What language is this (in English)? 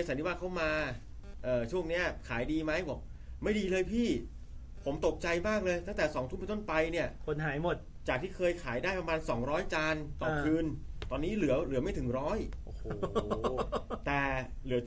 Thai